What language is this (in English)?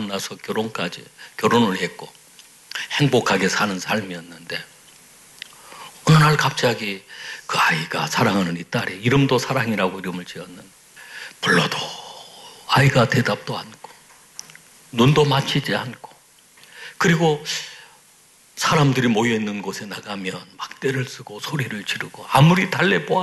Korean